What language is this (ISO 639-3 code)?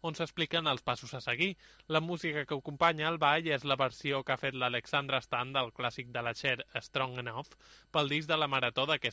cat